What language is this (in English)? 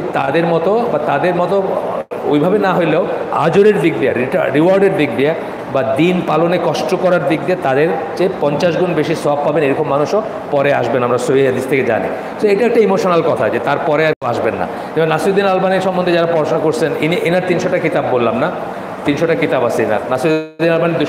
Bangla